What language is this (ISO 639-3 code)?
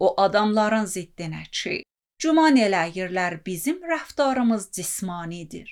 aze